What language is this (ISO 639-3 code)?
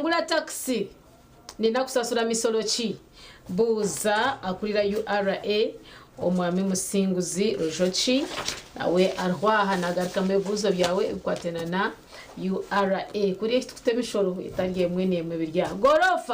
nyn